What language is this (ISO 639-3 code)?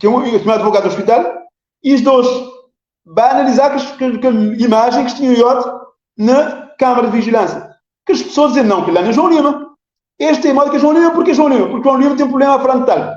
kea